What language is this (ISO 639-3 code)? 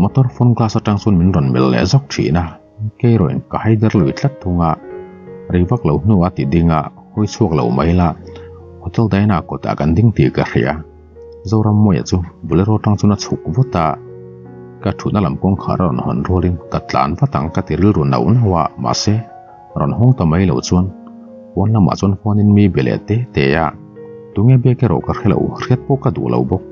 lus